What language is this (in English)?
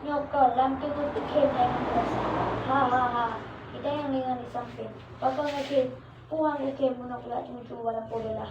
Achinese